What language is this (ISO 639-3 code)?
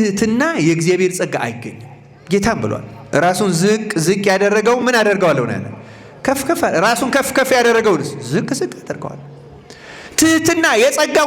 amh